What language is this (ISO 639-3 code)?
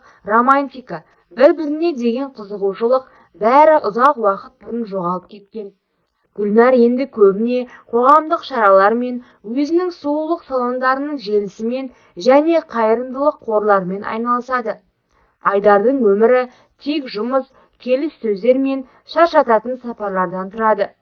kaz